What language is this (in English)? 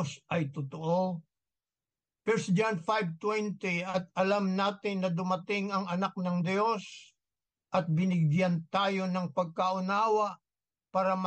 Filipino